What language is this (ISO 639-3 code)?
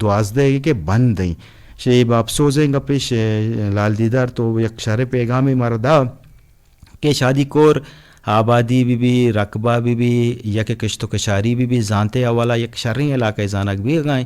bgp